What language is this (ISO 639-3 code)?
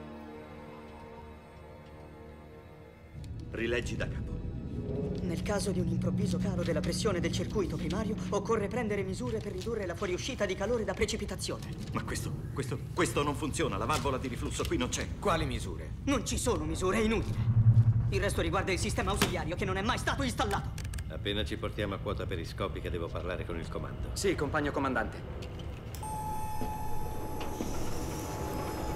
ita